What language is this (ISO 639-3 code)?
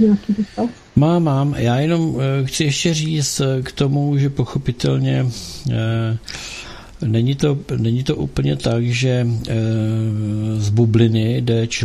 ces